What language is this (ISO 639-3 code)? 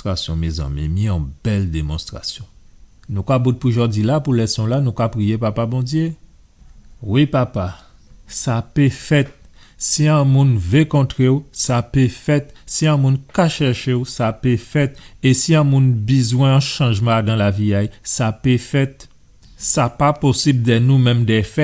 gcf